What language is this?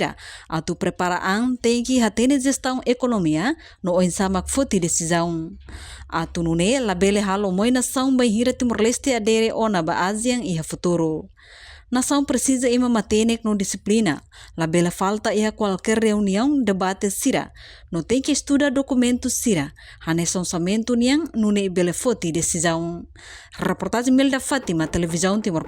Tetum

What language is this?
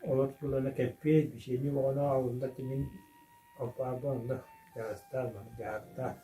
Yakut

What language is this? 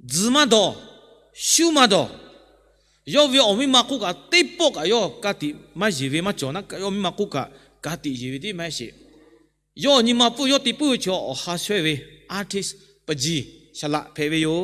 Lahu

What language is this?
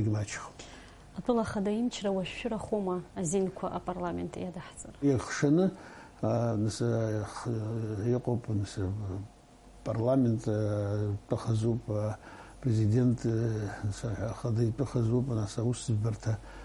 Abkhazian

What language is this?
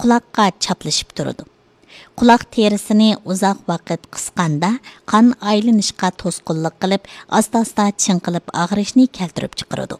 Uyghur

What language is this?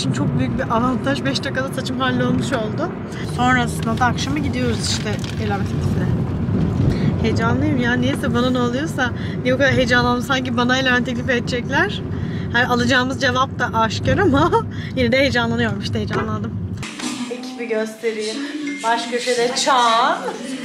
Turkish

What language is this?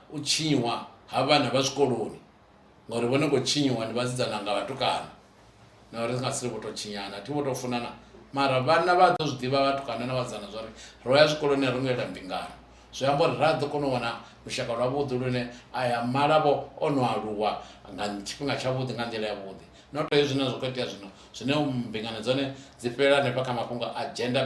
Venda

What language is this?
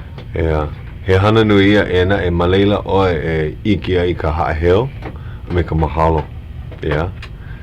Hawaiian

